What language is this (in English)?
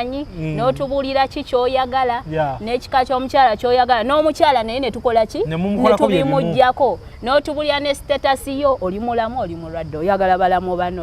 Ganda